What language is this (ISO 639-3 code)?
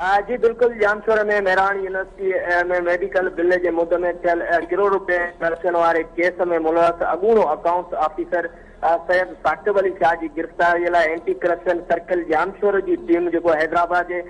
snd